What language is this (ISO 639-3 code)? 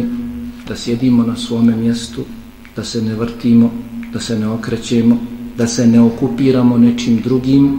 bos